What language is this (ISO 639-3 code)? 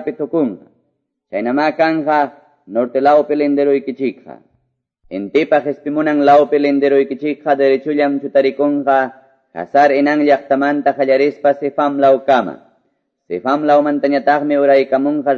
que